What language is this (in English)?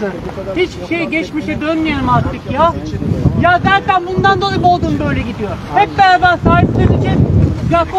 Turkish